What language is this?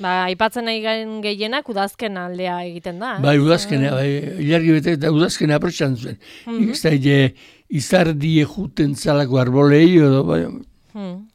Basque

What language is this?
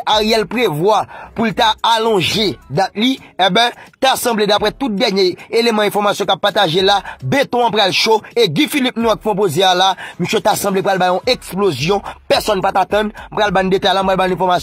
Haitian Creole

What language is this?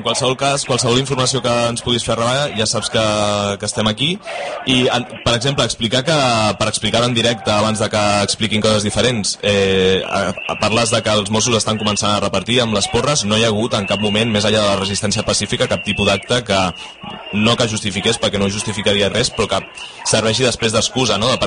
Catalan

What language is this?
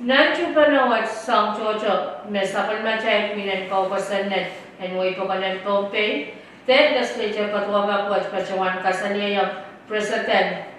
Pohnpeian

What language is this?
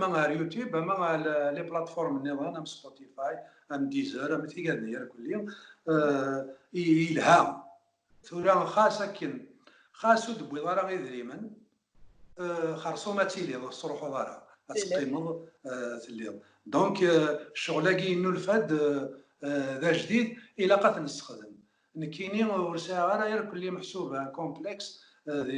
Kabyle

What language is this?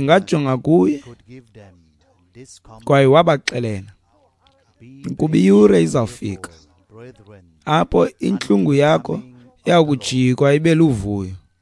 Xhosa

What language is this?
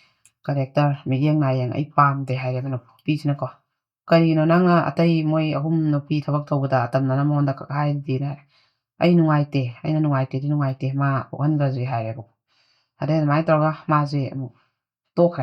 Manipuri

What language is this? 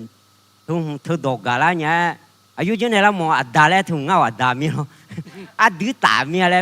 Akha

